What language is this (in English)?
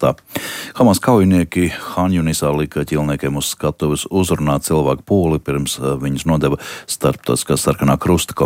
Latvian